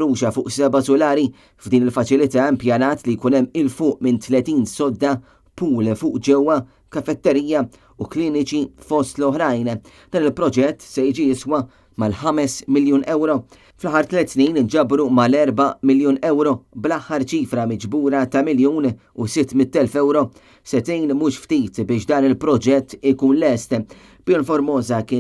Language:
Maltese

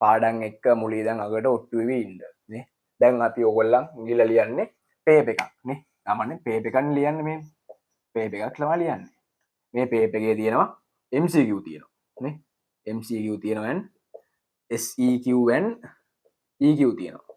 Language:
Sinhala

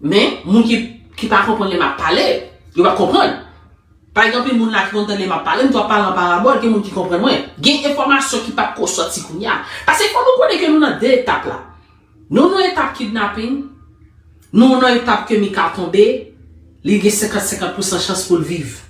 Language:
Haitian Creole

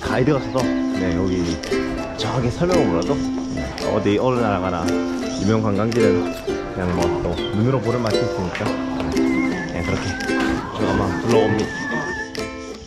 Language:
Korean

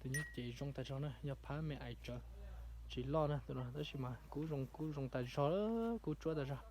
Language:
Hmong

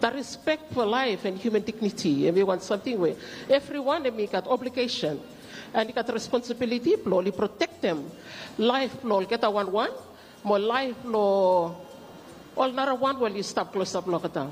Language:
Bislama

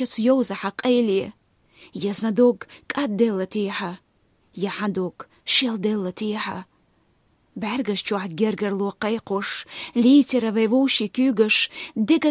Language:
Chechen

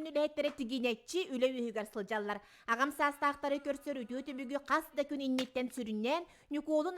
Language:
Yakut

